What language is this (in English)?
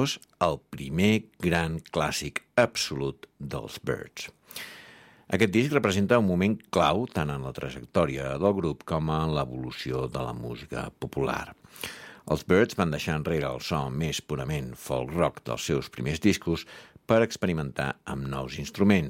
Catalan